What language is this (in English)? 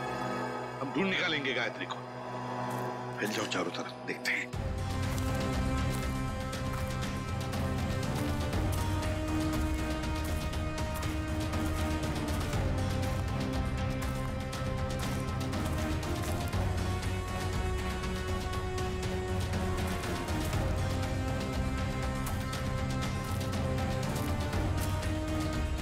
Hindi